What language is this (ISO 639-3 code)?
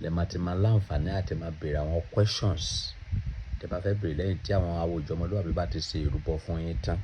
yor